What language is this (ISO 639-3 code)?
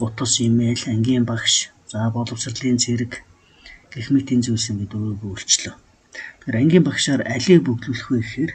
mon